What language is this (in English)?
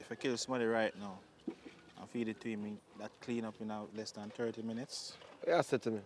Jamaican Creole English